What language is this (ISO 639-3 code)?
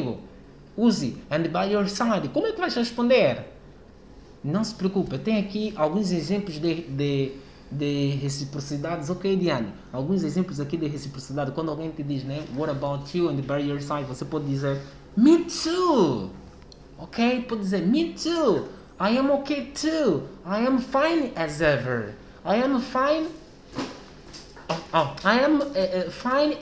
por